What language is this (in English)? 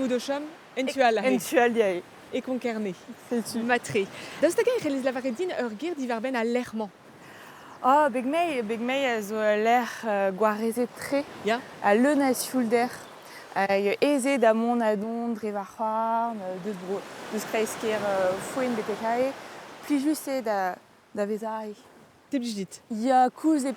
Breton